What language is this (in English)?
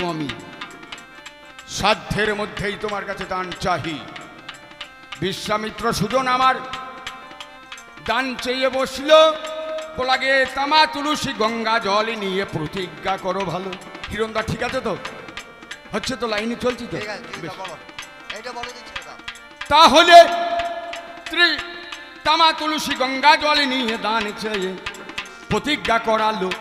Bangla